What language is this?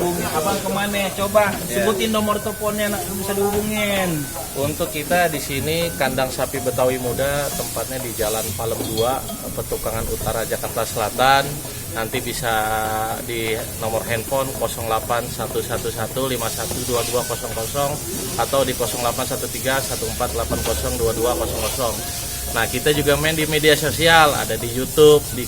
Betawi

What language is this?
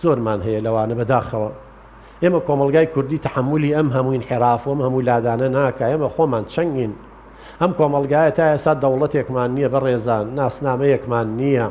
Central Kurdish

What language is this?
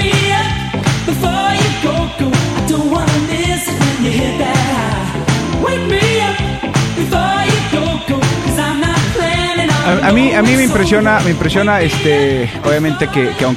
Spanish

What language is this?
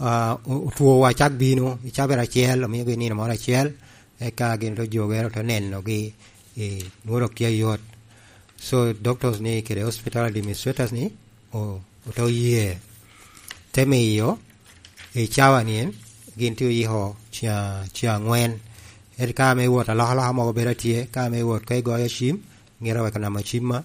Lango (Uganda)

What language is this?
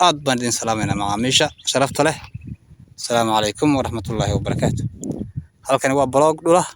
Somali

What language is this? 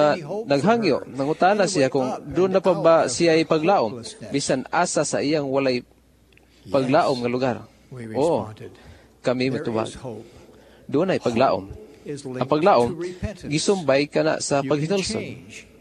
Cebuano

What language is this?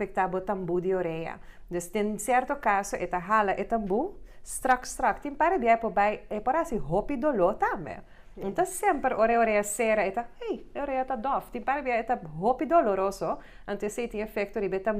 Papiamento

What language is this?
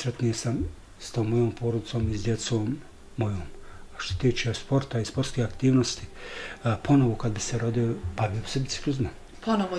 Bosnian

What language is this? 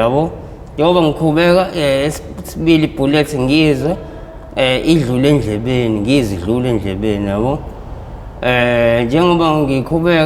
Zulu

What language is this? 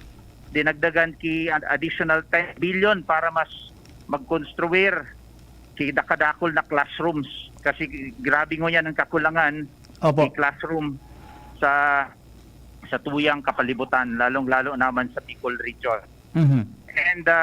Bikol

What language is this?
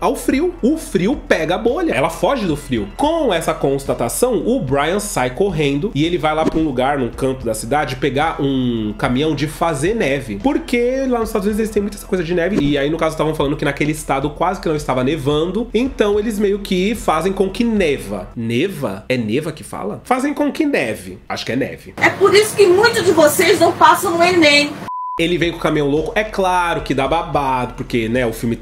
Portuguese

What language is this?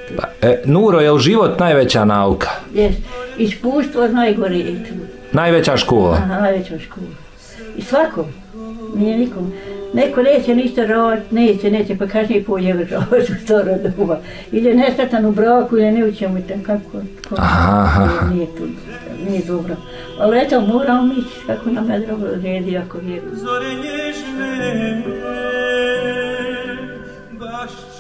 Bosnian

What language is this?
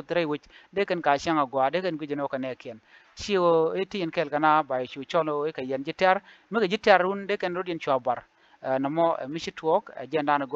Nuer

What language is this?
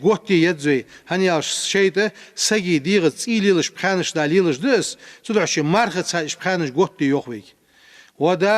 Ingush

